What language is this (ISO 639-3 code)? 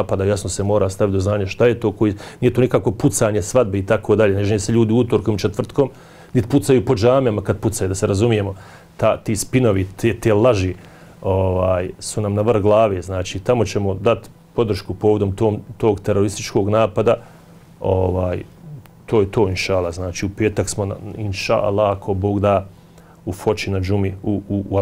bos